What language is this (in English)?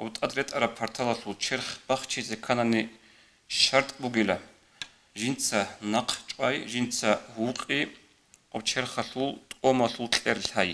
Avaric